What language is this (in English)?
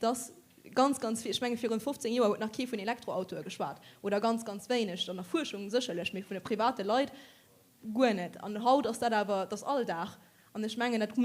Luxembourgish